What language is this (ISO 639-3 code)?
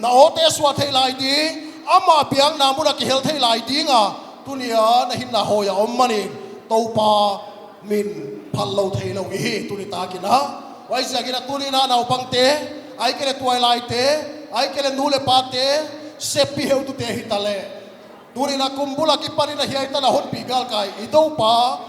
pck